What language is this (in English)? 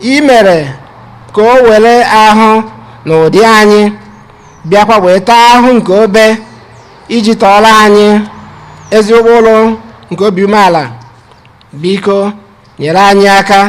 Igbo